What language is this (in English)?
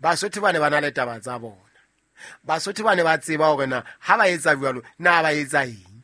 Southern Sotho